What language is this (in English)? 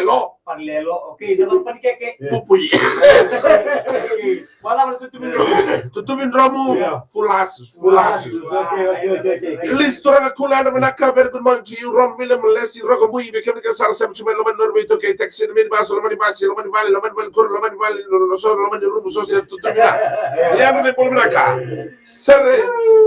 Fijian